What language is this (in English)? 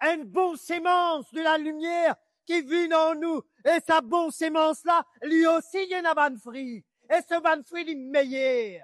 Morisyen